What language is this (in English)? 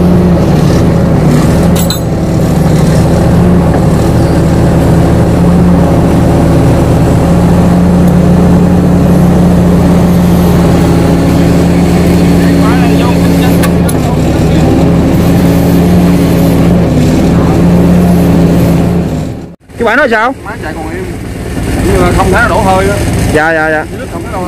Vietnamese